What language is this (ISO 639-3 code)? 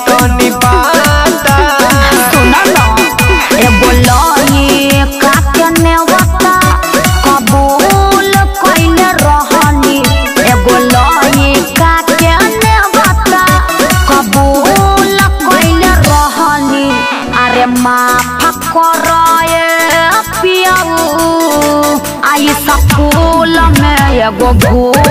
bho